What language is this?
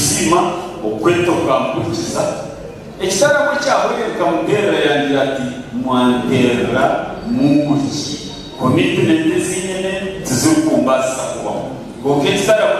Nyankole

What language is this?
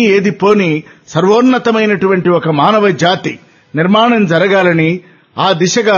Telugu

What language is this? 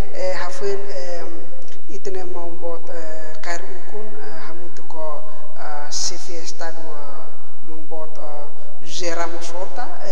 Tetum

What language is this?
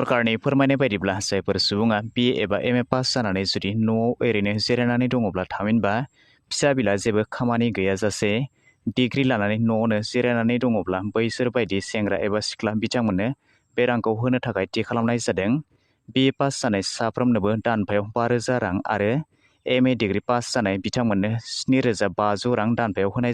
Bodo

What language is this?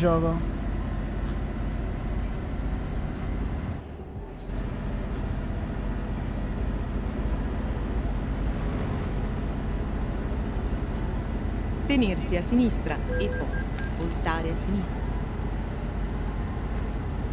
Italian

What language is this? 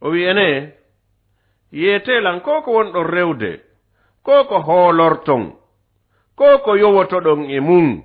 Fula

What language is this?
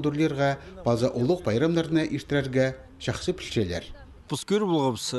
Khakas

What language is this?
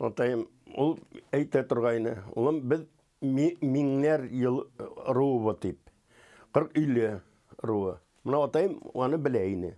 Bashkir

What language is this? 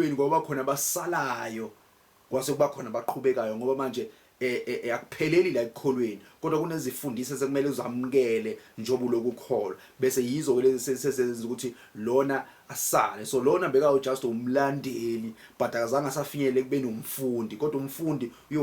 Zulu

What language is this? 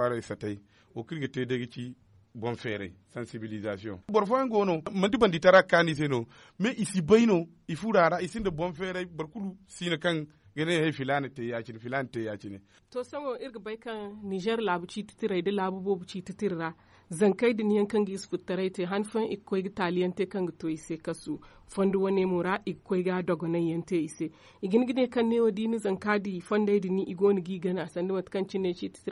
Zarma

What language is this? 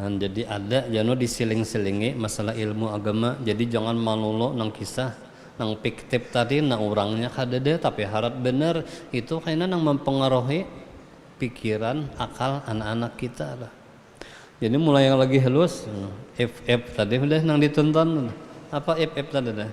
Banjar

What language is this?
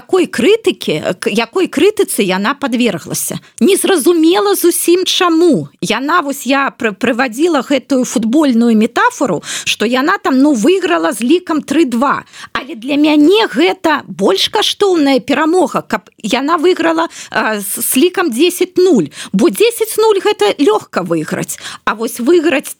Belarusian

